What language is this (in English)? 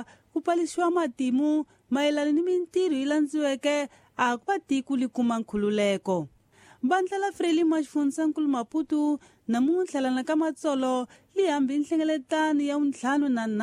Tsonga